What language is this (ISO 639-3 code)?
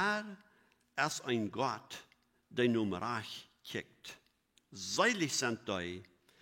pdt